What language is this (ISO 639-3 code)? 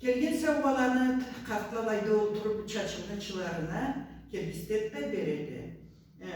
krc